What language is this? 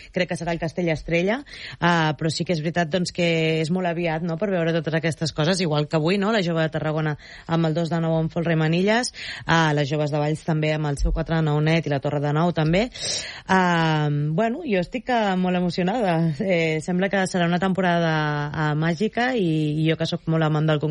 Catalan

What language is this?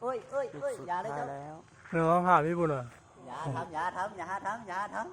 Shan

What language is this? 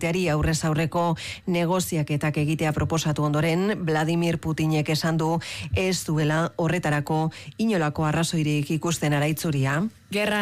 Basque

